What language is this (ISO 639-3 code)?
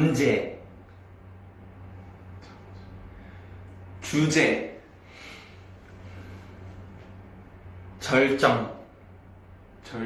kor